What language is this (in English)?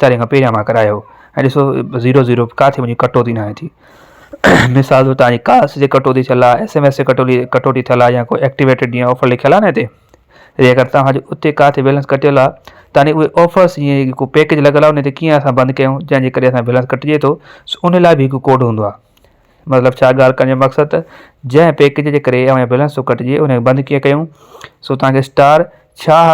Sindhi